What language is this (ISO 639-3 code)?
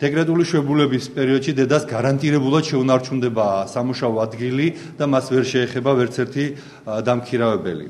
kat